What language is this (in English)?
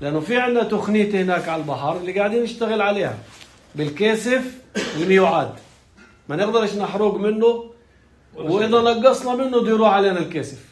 North Levantine Arabic